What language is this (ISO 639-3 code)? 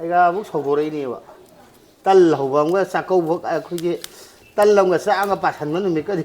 mni